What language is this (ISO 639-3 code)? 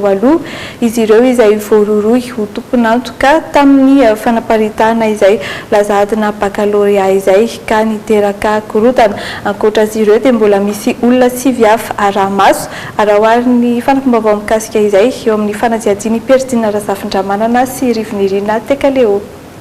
mlg